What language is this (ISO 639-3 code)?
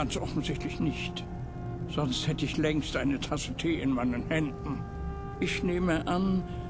bar